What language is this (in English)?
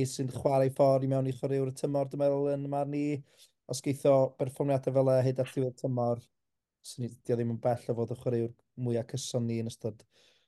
Welsh